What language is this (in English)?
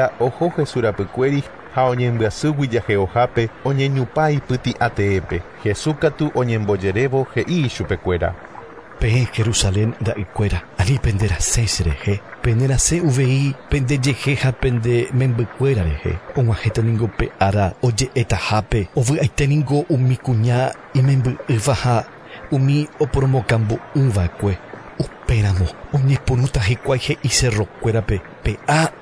Guarani